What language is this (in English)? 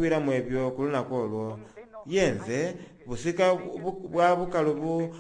Soga